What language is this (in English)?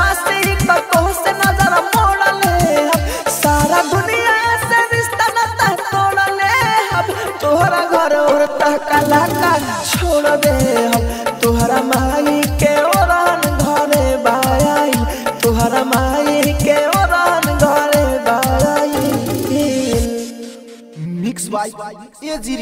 Bhojpuri